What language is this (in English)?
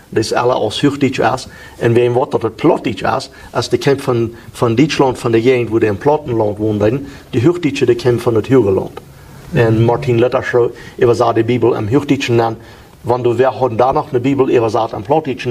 Plautdietsch